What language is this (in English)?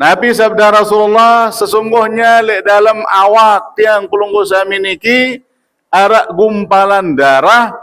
Sasak